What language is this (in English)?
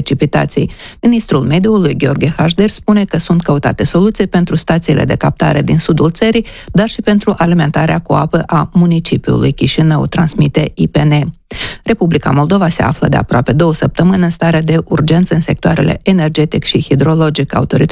Romanian